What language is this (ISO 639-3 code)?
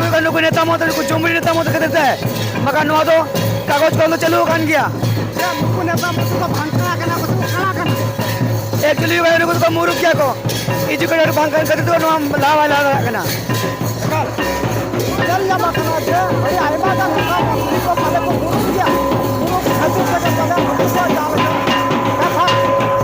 sat